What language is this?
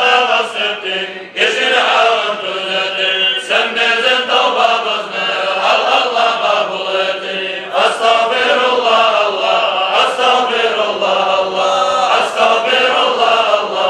Kumyk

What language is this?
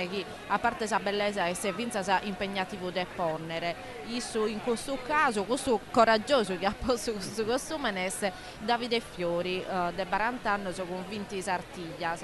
Sardinian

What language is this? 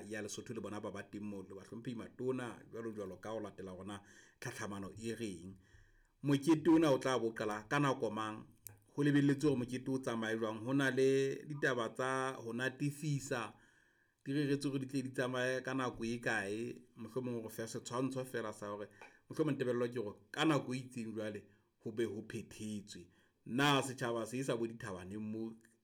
Southern Sotho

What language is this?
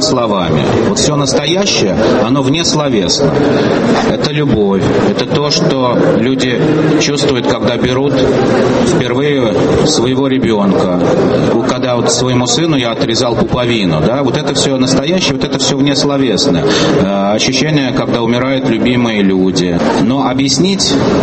Russian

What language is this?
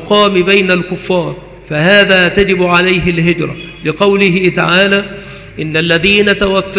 Arabic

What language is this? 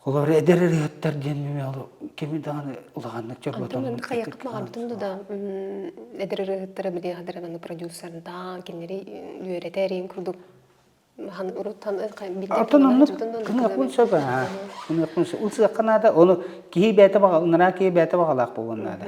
Yakut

